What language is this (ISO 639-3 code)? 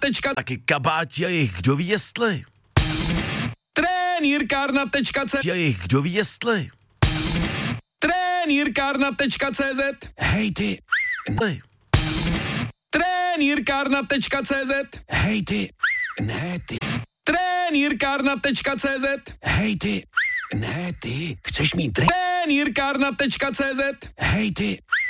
ces